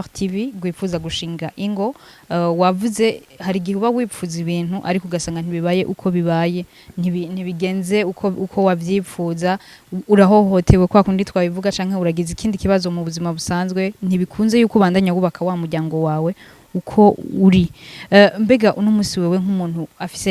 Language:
Rundi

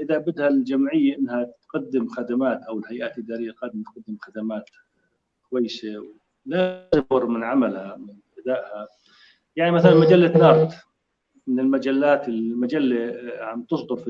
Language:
North Levantine Arabic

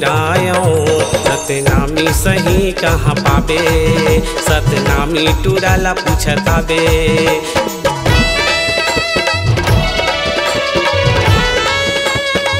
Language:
Chhattisgarhi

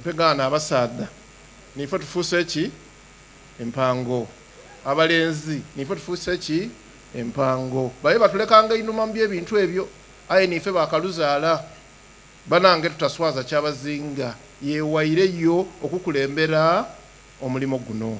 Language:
Soga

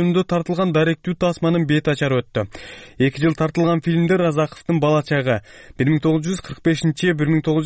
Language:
Kyrgyz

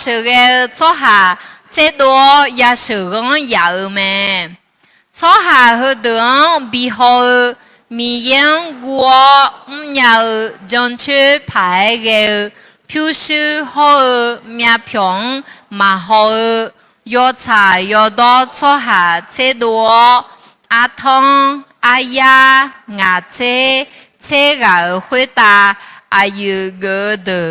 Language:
Akha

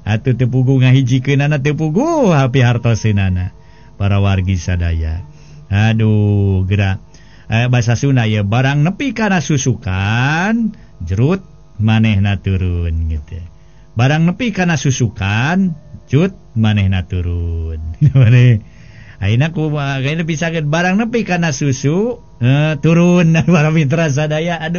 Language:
Sundanese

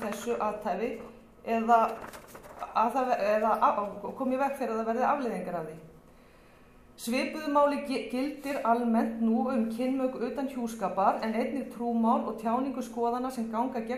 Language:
Icelandic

